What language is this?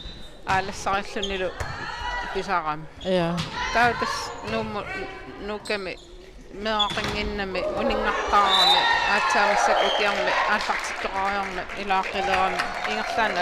Kalaallisut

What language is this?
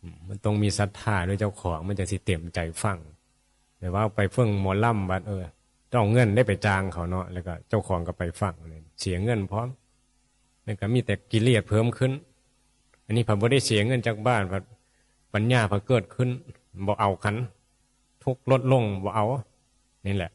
Northeastern Thai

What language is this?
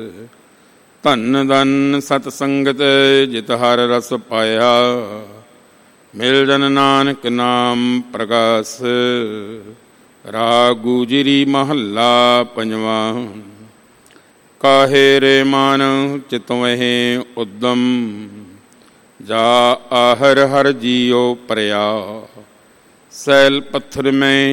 Punjabi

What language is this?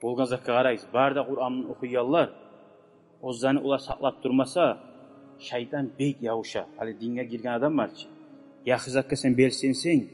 Kumyk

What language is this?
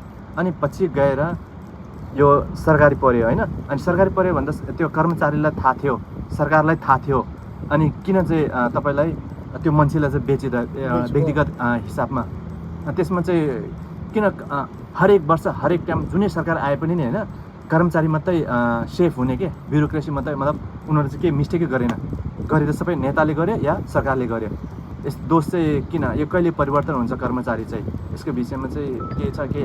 Nepali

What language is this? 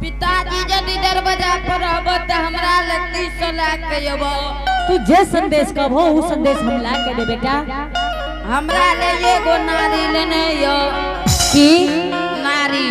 Angika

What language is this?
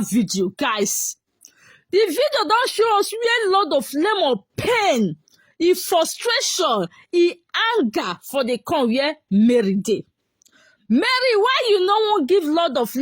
Nigerian Pidgin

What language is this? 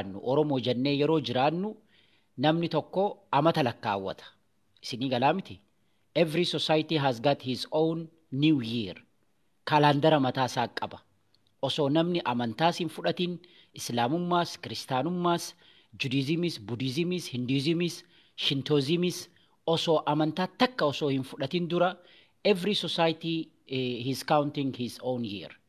Oromo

